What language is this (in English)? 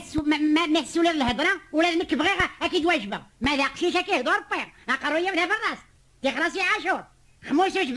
Kabyle